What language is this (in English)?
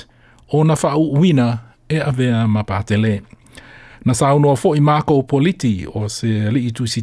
Samoan